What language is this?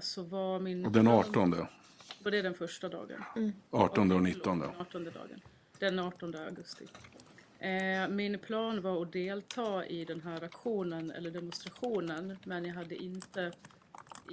Swedish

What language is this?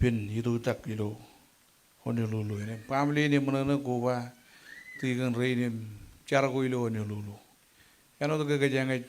Marshallese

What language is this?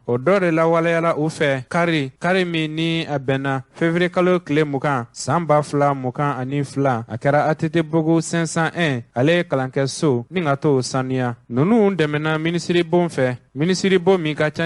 Bambara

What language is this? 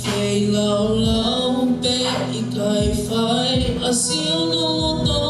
Tongan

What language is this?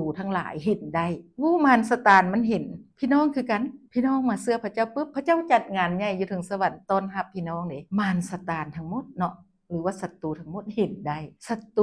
Lao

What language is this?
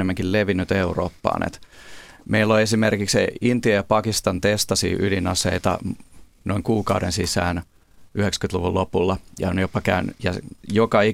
Finnish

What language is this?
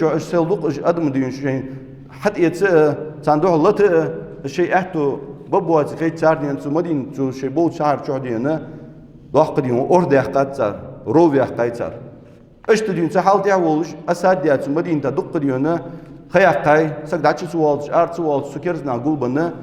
Ingush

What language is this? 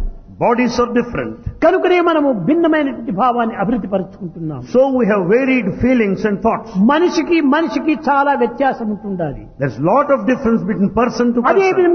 Telugu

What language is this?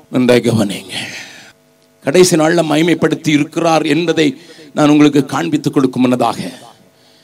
Tamil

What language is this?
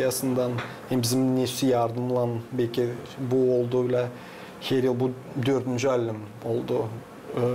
Gagauz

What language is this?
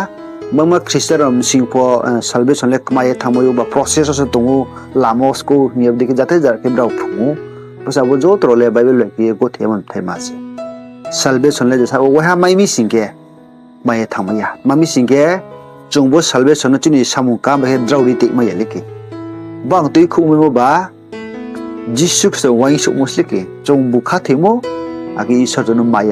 Riang (India)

